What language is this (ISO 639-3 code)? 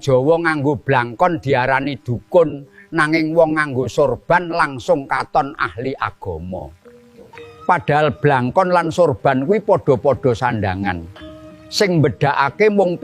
jav